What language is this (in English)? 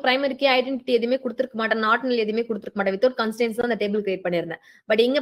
Tamil